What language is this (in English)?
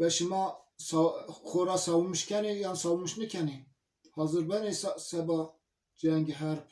Zaza